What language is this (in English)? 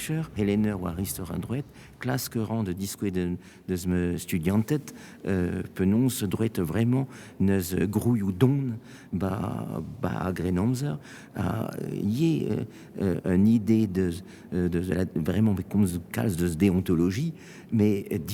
Breton